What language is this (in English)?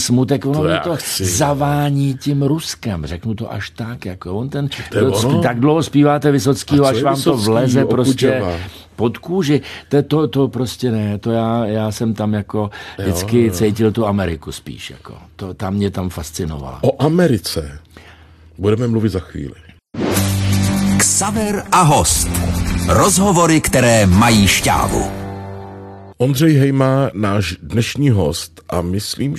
Czech